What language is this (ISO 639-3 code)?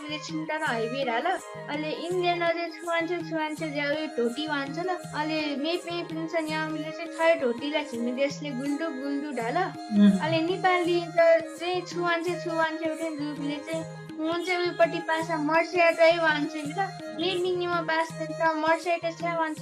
new